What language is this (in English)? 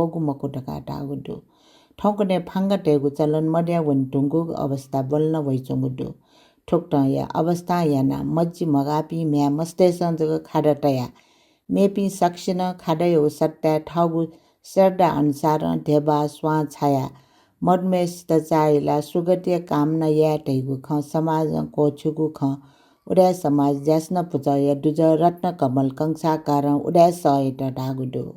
Newari